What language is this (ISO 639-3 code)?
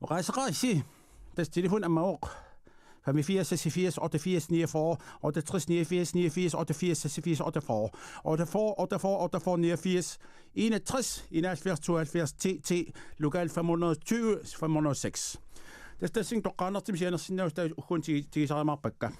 kal